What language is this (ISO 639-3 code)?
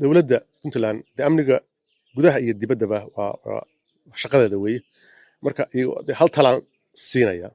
som